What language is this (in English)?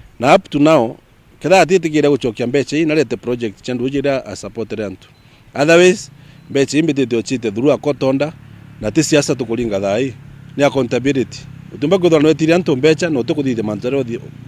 Meru